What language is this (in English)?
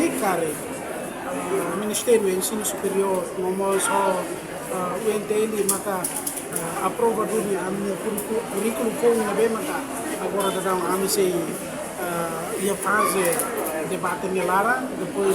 Tetum